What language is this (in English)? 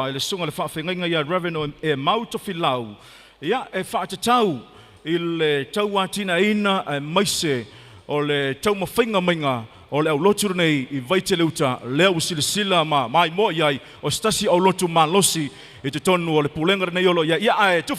Samoan